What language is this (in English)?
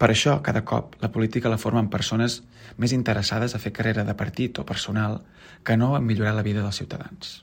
Catalan